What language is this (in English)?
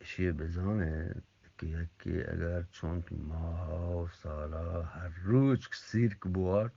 Eastern Balochi